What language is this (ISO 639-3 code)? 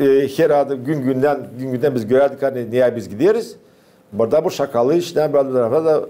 gag